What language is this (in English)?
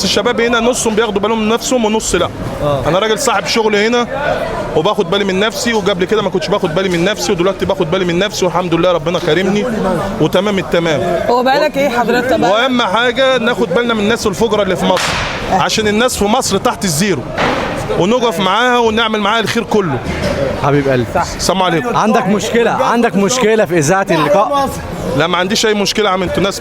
Egyptian Arabic